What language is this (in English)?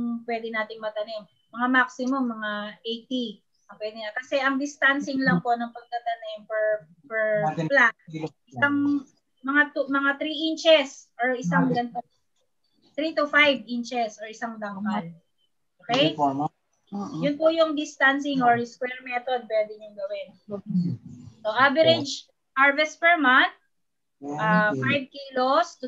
Filipino